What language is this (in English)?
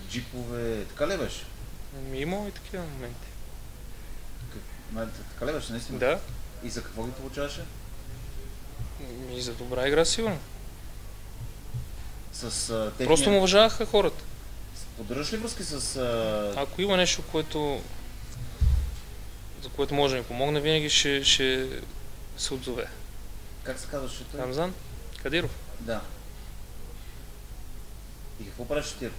Bulgarian